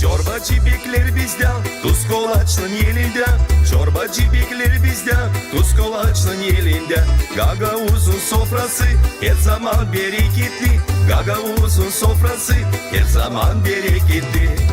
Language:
Gagauz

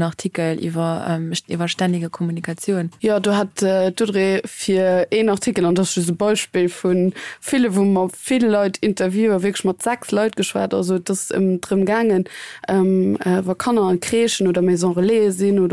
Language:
Luxembourgish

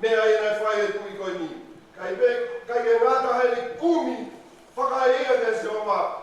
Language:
Tongan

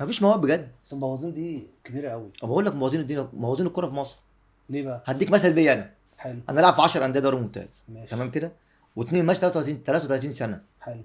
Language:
Egyptian Arabic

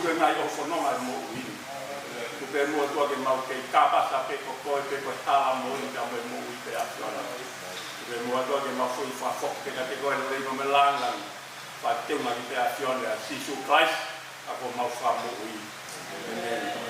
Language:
Tongan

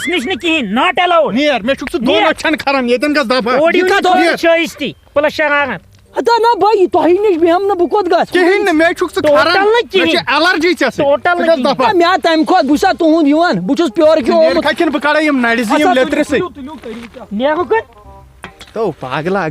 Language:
Kashmiri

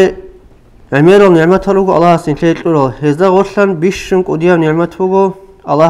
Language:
Avaric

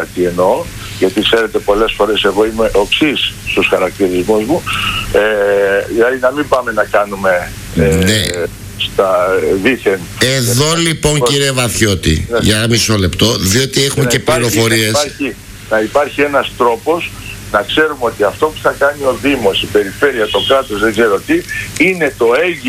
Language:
Greek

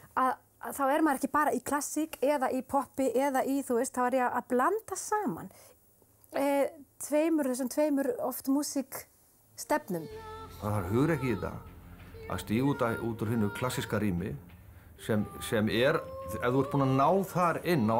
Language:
Icelandic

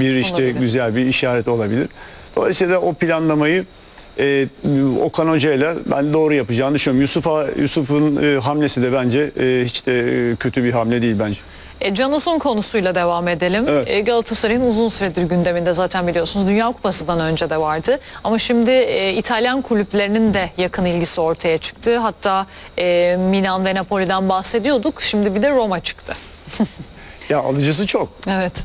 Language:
Turkish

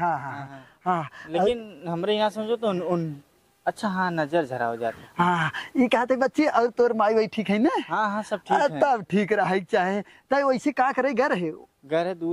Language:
Awadhi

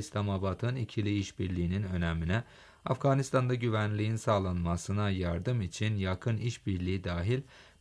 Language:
Turkish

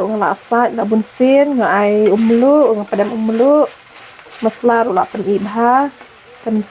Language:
Khasi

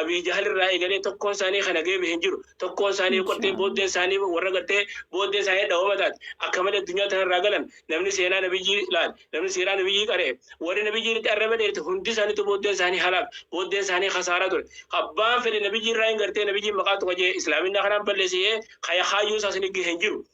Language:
Oromo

